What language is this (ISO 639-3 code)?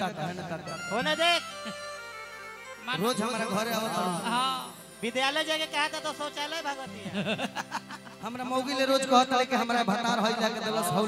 bho